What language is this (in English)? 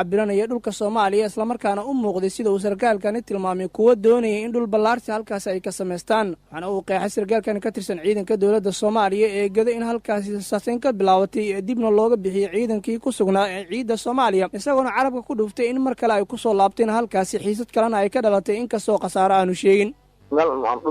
Somali